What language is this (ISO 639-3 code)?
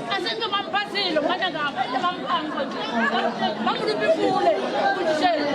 nso